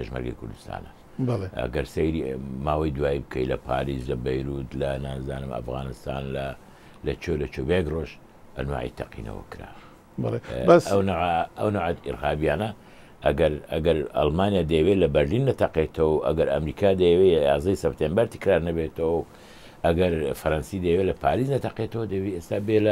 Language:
Central Kurdish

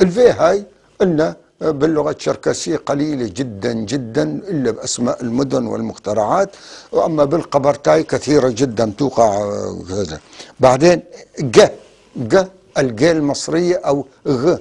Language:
North Levantine Arabic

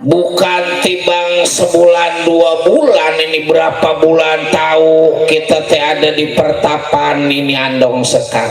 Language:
Betawi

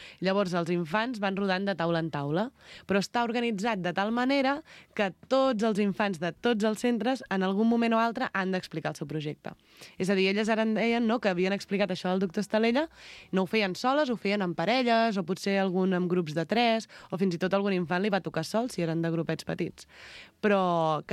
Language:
Catalan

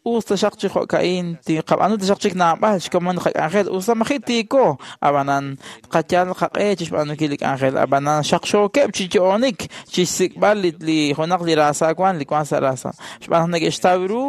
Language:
Kekchí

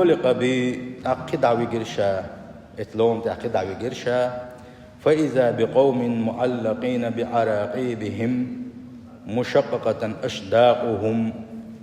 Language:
Chechen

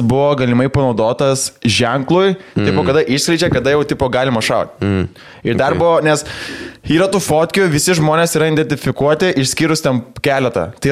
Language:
Lithuanian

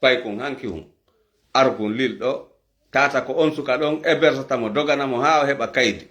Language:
Fula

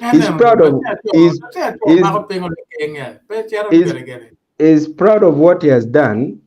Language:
Acoli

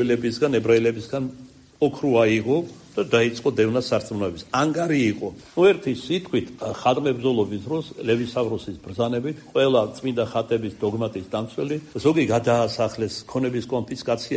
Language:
Georgian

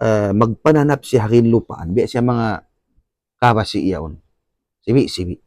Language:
Tausug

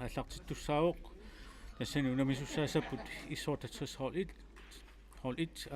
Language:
Kalaallisut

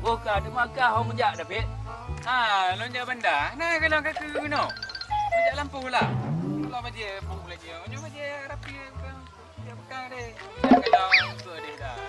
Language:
Achinese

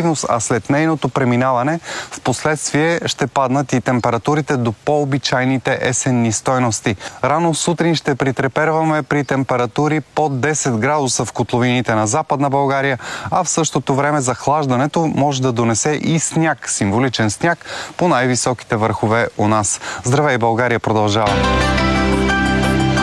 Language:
Bulgarian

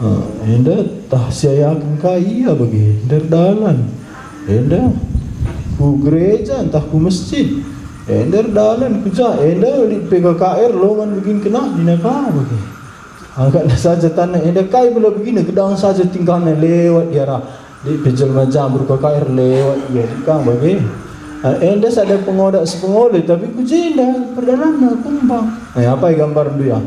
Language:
Batak Karo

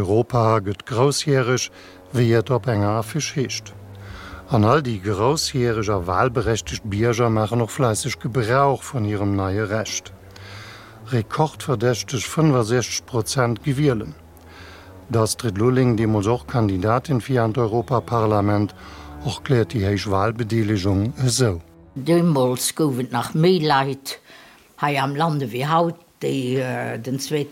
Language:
Luxembourgish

